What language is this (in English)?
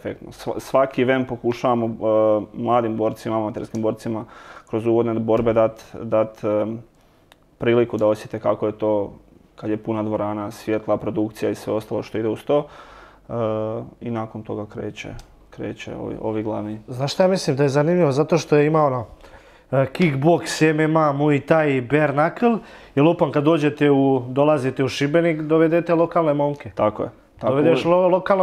Croatian